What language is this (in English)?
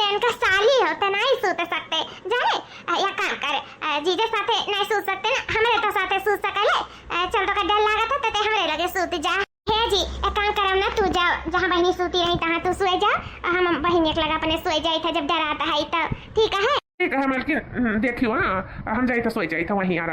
Awadhi